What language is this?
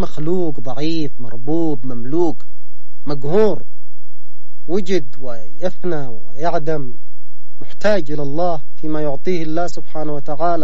Arabic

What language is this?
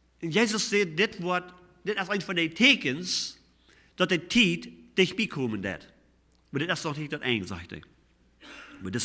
Plautdietsch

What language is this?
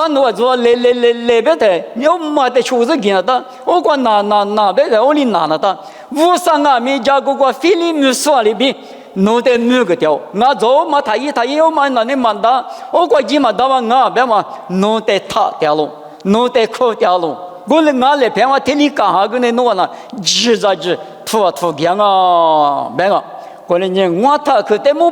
Lisu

